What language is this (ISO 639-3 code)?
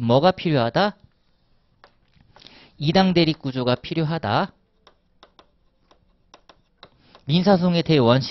kor